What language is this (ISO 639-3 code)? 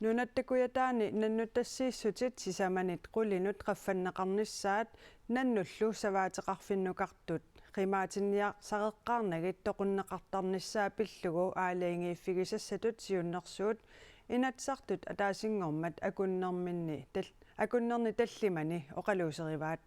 kal